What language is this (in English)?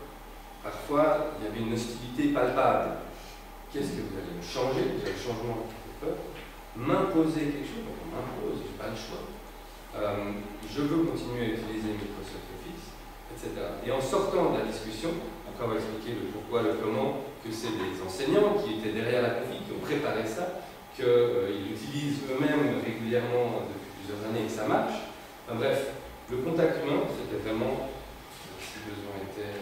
French